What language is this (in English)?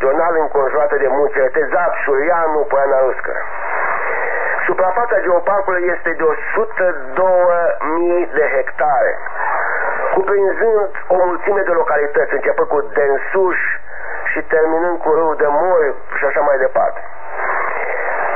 Romanian